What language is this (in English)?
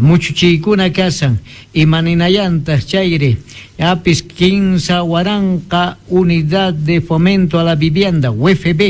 Quechua